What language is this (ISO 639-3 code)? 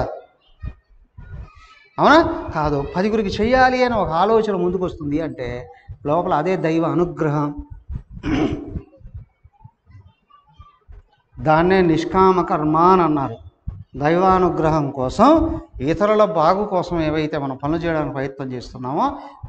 tel